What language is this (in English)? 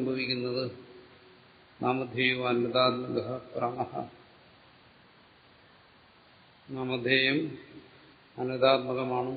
Malayalam